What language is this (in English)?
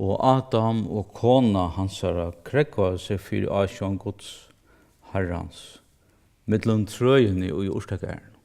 Faroese